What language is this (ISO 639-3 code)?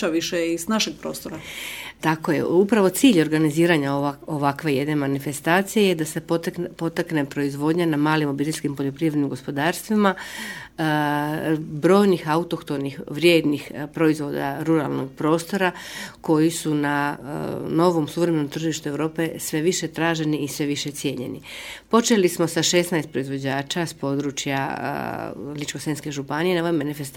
hrv